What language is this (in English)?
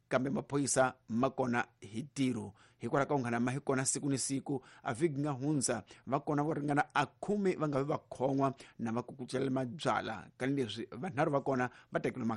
Tsonga